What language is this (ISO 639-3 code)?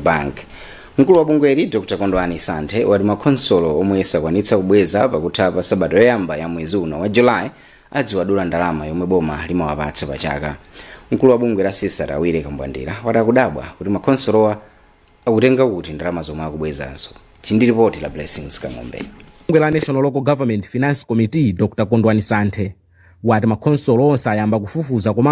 nya